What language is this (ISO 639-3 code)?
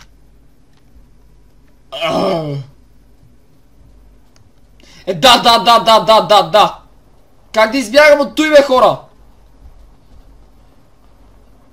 bul